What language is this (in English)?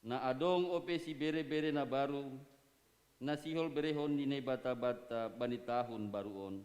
Batak Simalungun